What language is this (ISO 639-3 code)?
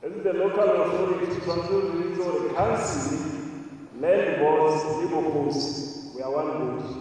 tsn